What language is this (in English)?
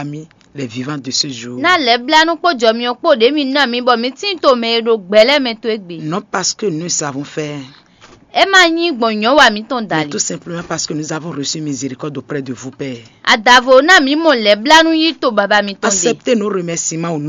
Fon